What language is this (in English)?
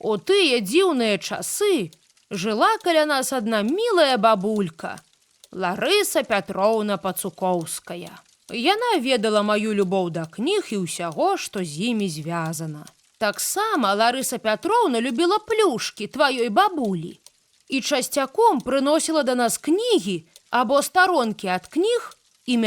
Belarusian